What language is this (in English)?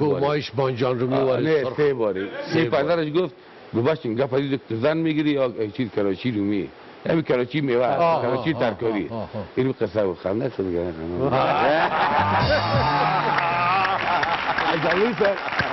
Persian